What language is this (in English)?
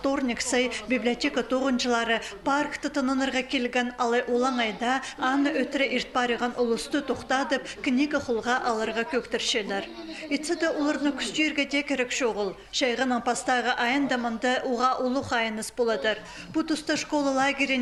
Khakas